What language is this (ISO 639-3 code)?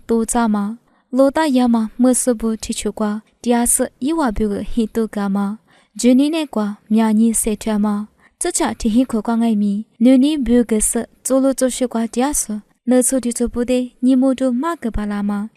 lis